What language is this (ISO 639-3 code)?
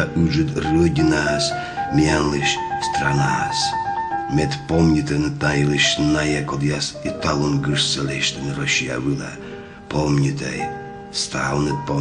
kom